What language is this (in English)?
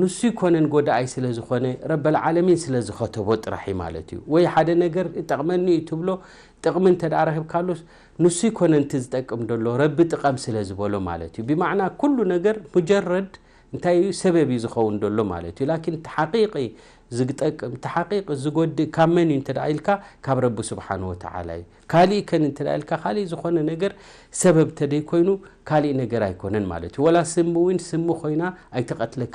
Tigrinya